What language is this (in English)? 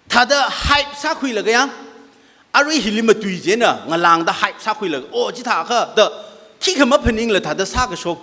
Tangkhul Naga (India)